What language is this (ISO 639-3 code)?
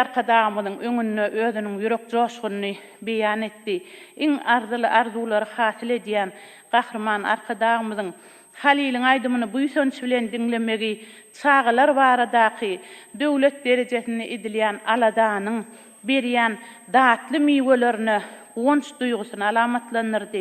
tuk